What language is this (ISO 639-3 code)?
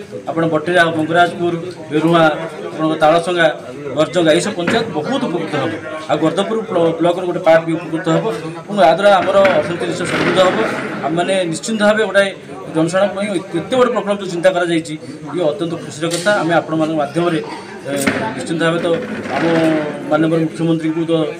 ori